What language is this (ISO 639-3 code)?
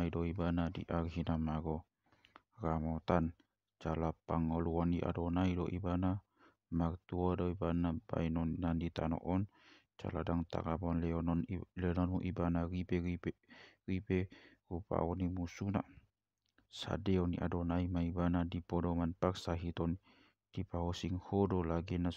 bbc